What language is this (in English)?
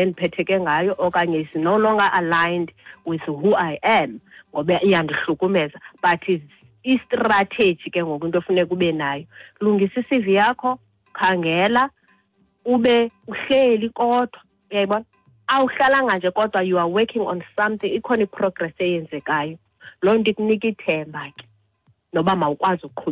Xhosa